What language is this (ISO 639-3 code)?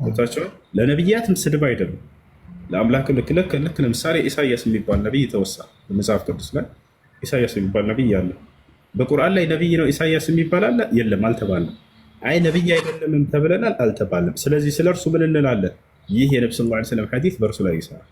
amh